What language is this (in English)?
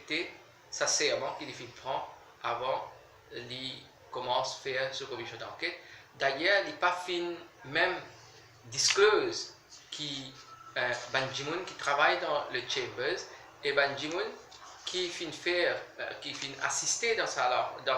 Morisyen